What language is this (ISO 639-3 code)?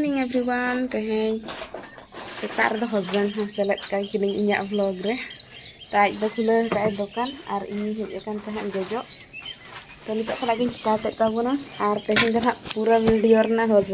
sat